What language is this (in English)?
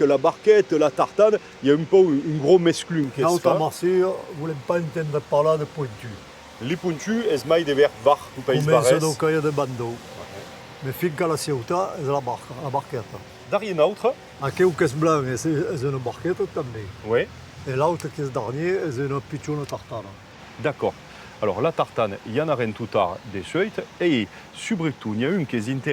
Occitan